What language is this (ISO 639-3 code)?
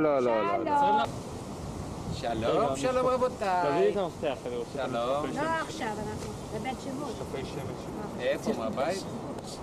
heb